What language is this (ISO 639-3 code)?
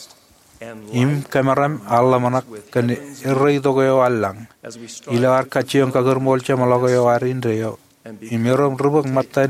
mah